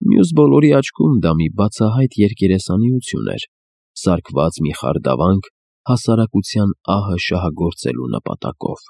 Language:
Armenian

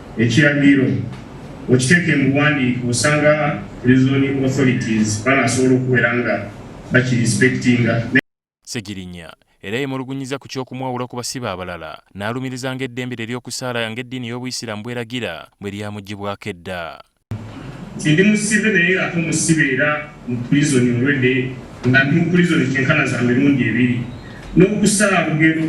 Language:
Ganda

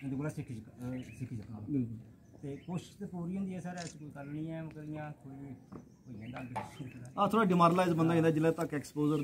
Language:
Dogri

